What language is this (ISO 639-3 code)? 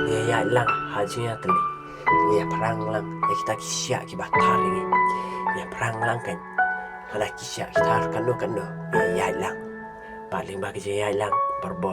kha